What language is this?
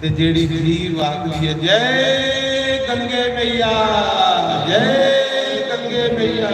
Dogri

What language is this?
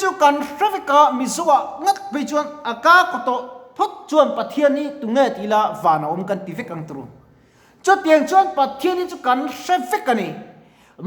Mizo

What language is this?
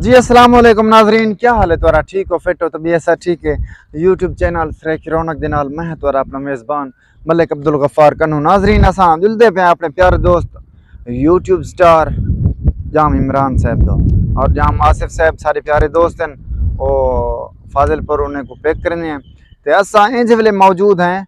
Saraiki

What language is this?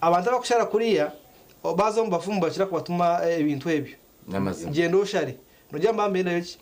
Nyankole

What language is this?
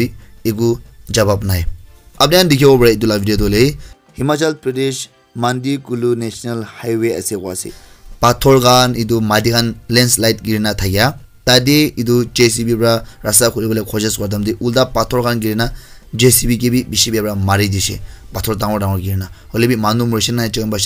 Naga Pidgin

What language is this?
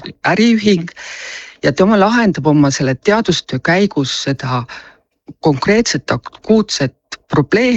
Estonian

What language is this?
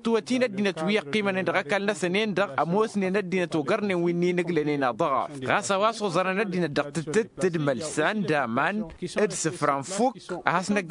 Tamasheq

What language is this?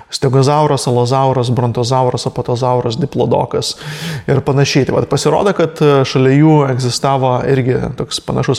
Lithuanian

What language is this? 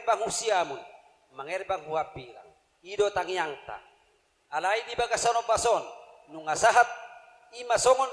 Batak Toba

